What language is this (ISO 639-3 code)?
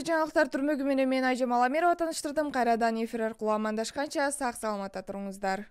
kir